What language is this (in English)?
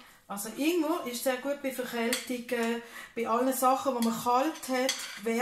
Swiss German